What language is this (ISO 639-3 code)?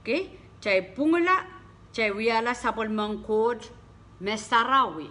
pon